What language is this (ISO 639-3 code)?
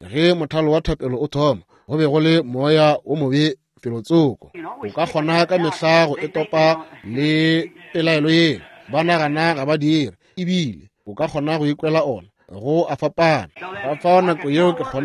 nso